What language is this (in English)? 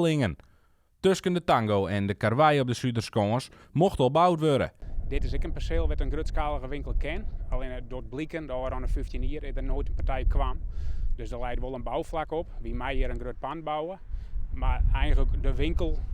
Western Frisian